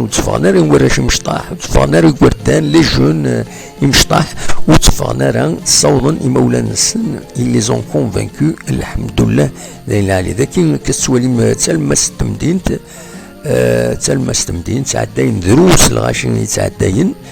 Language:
Kabyle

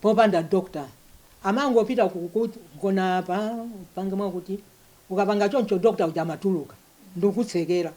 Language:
Nyanja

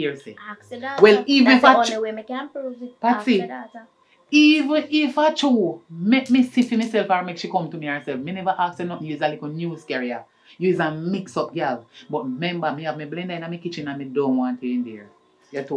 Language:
Jamaican Creole English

